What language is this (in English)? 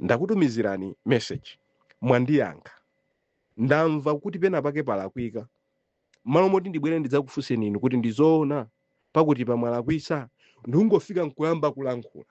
Nyanja